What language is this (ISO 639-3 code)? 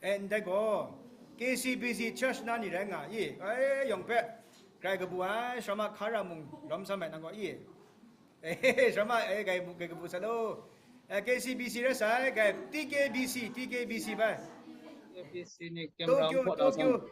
kac